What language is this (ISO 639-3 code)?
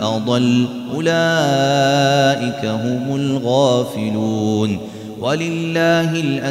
ara